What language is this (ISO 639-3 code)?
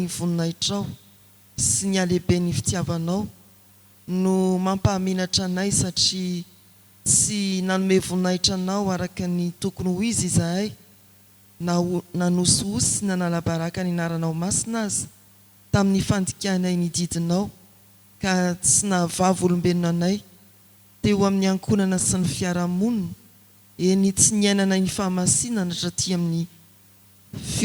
mlg